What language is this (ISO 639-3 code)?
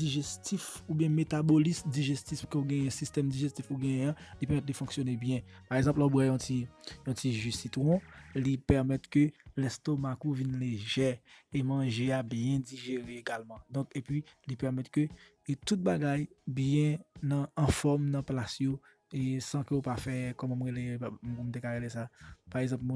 hat